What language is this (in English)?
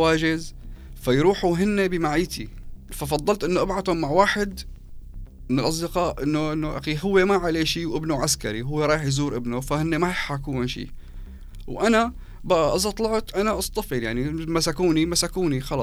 North Levantine Arabic